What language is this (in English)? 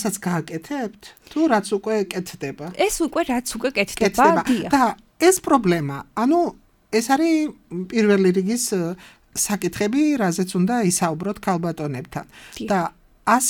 Georgian